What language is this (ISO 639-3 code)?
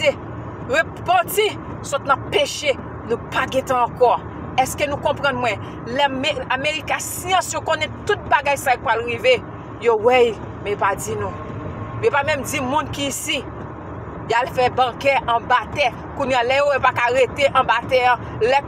hat